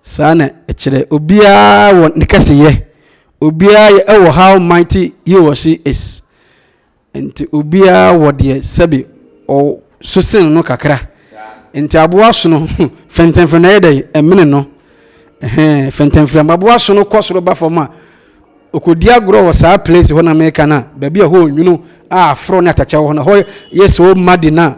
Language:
Akan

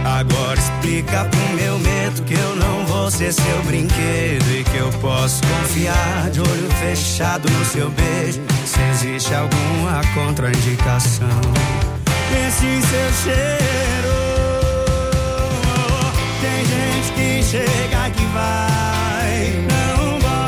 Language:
Portuguese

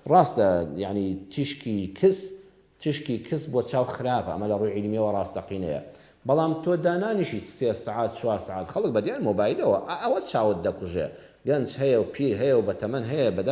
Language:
Central Kurdish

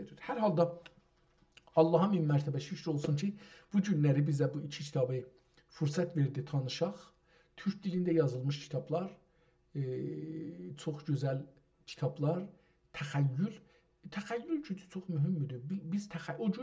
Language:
South Azerbaijani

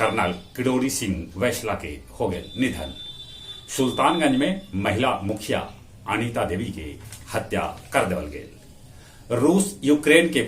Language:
Magahi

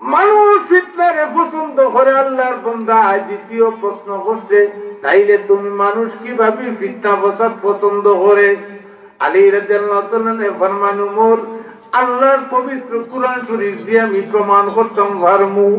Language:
Sylheti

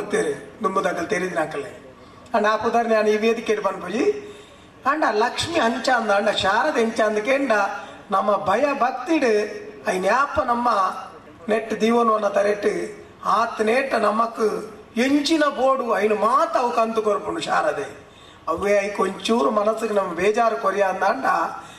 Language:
Tulu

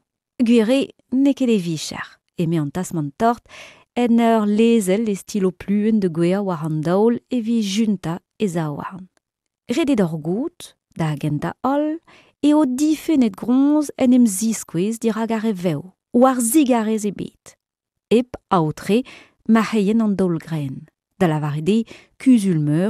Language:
Breton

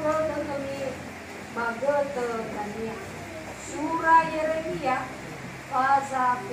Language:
Nias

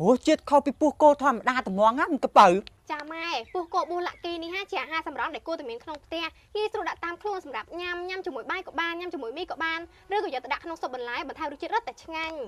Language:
Khmer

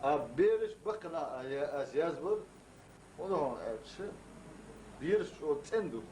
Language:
Chechen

